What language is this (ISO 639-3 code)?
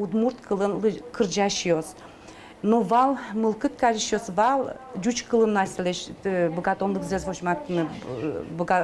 udm